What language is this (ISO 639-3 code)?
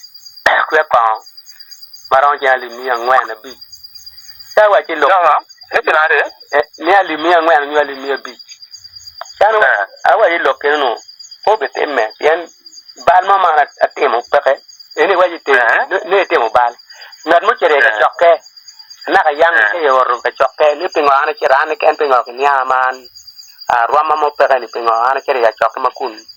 ach